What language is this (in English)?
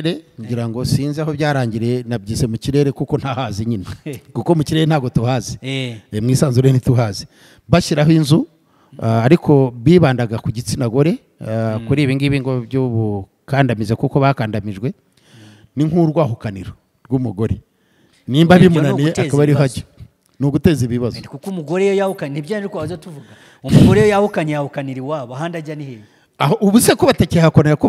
Kinyarwanda